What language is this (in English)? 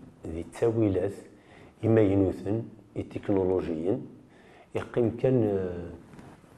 Kabyle